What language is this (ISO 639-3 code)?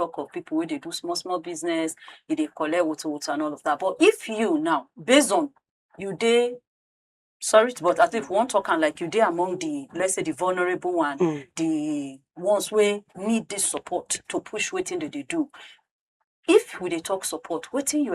pcm